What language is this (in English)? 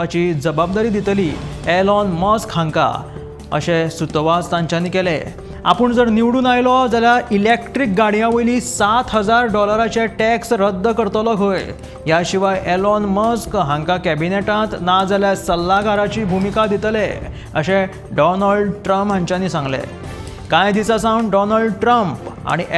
Konkani